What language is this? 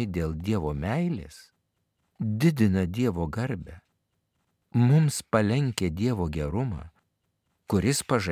Lithuanian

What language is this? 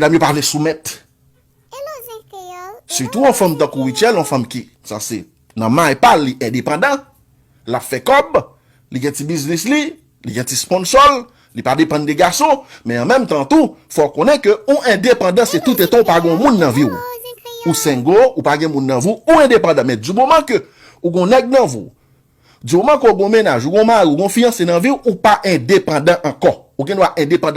Haitian Creole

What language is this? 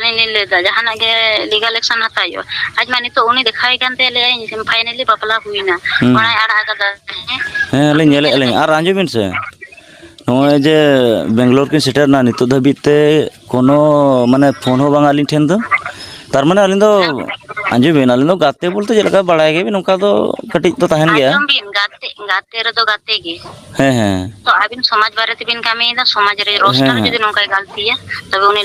Santali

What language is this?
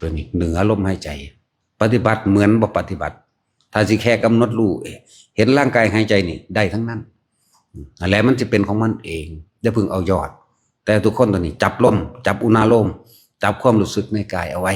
Lao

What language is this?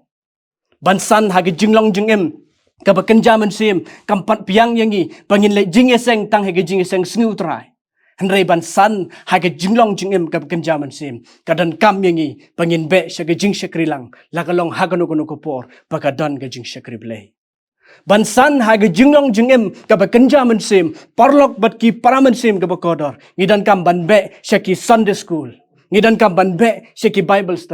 Khasi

